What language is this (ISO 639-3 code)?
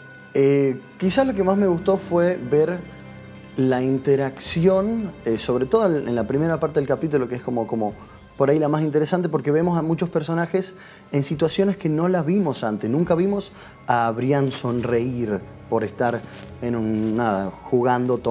spa